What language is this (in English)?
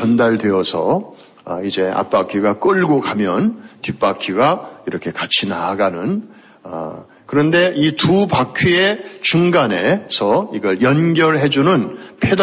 Korean